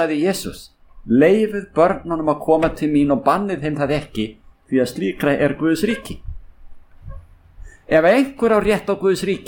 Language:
Icelandic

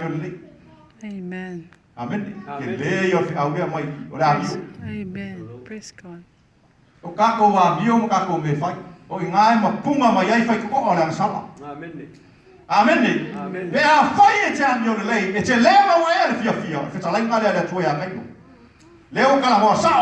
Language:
Samoan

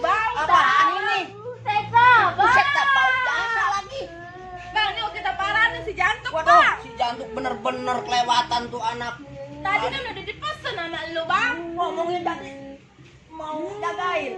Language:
Betawi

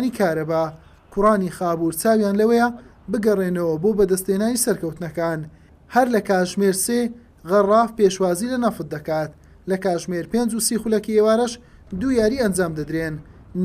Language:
Central Kurdish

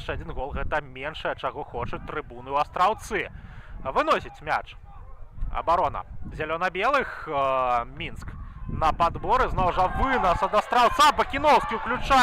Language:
Belarusian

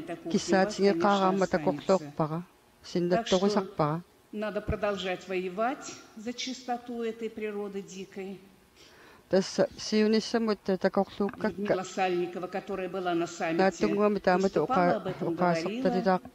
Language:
Kalaallisut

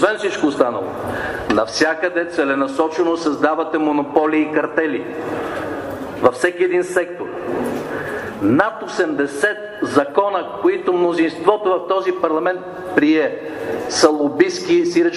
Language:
Bulgarian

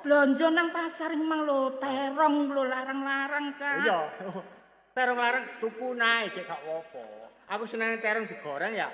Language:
Javanese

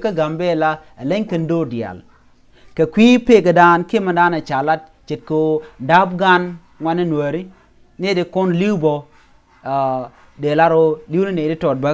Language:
Nuer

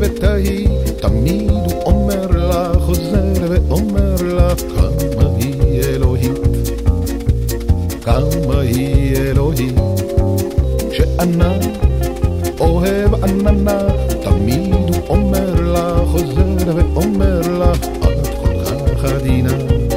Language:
Hebrew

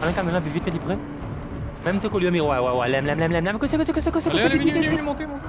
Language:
Morisyen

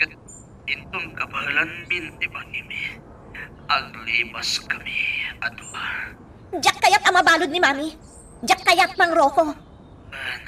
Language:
Iloko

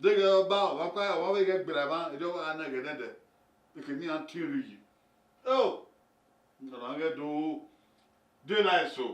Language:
Bini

